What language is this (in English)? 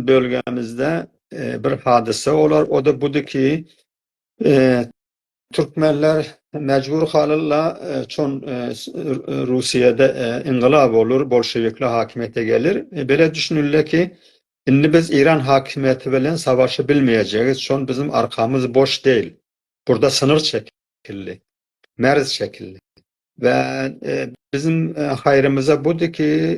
South Azerbaijani